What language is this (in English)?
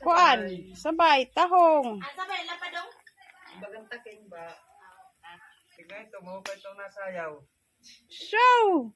Waray